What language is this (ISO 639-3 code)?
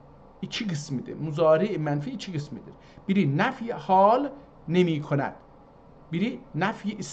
azb